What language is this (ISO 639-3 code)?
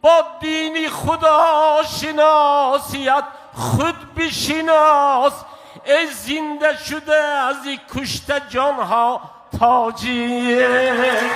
tgk